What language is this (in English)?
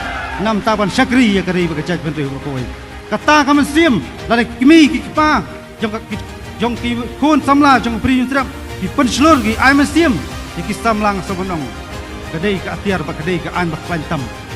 Khasi